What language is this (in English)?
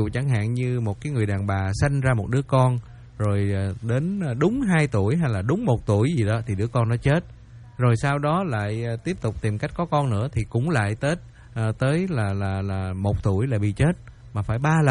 Vietnamese